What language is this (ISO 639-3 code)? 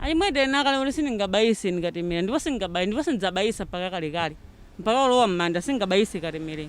nya